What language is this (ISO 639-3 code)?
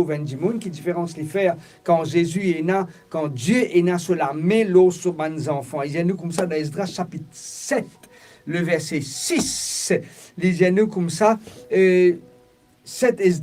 mfe